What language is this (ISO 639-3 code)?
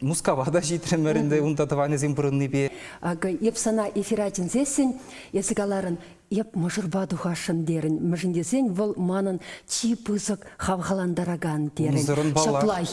chv